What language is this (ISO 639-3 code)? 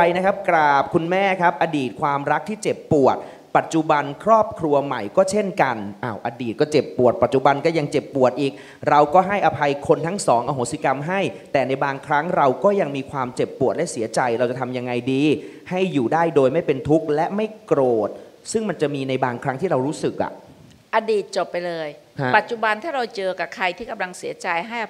tha